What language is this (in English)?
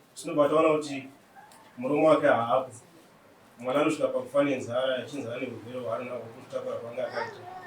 Shona